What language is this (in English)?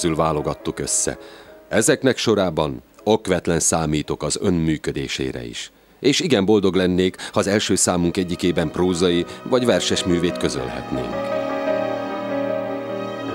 Hungarian